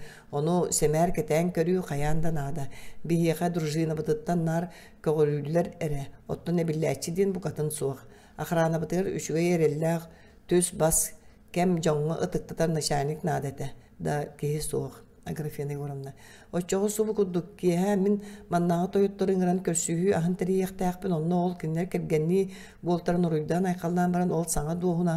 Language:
Yakut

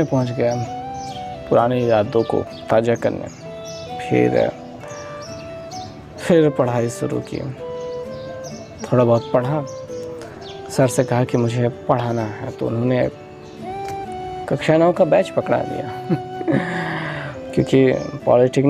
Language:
Hindi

